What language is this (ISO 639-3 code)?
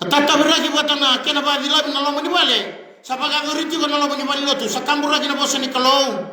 fij